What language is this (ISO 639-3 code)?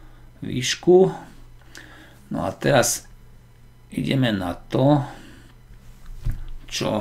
slk